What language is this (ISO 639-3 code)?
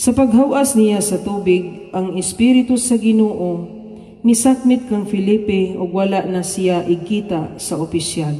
ceb